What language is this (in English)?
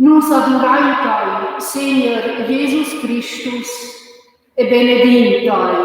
Romansh